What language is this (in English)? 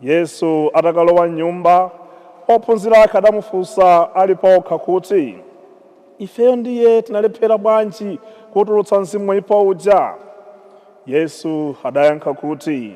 Nyanja